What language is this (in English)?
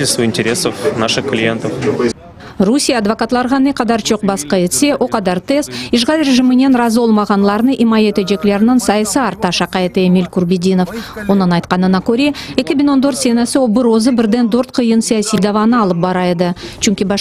Crimean Tatar